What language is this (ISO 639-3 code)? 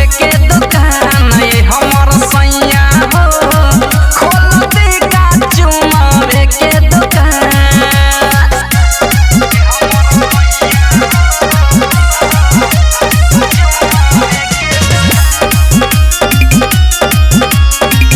bho